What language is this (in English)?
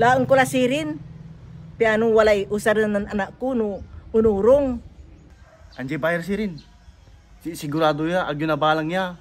Pangasinan